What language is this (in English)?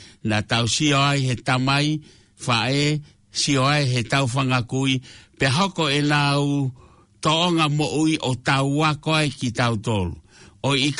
Tongan